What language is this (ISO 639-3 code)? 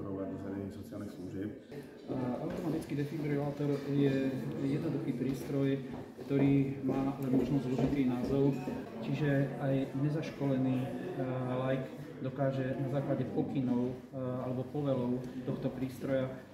slk